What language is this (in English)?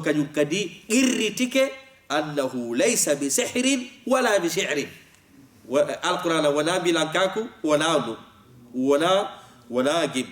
Fula